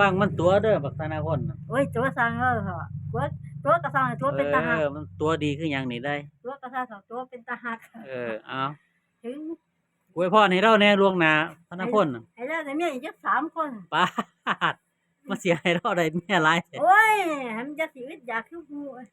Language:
Lao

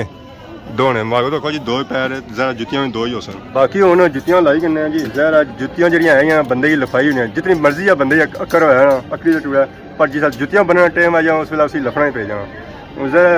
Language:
Pahari-Potwari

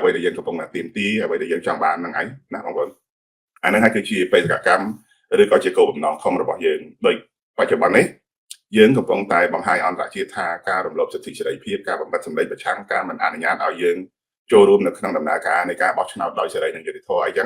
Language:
Khmer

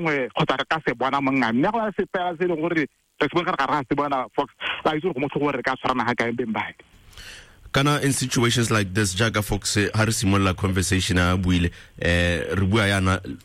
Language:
Tswana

